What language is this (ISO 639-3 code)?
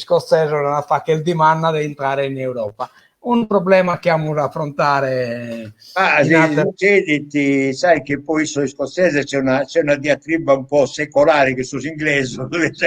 srd